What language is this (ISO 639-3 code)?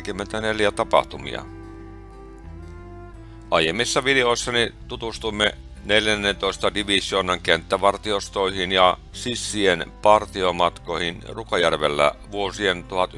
fin